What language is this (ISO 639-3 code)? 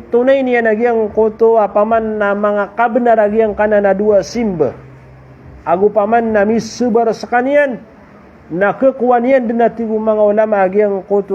mrw